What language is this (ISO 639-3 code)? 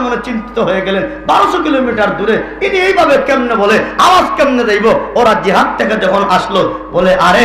syl